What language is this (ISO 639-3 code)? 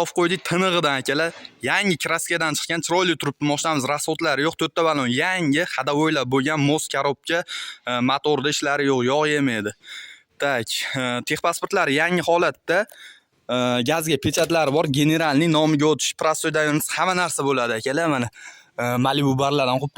uzb